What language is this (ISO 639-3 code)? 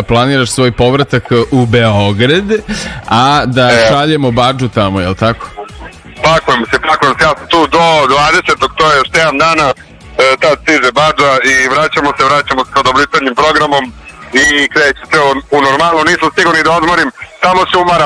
srp